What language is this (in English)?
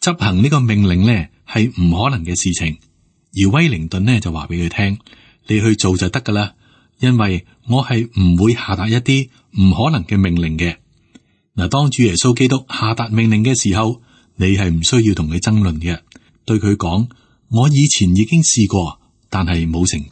Cantonese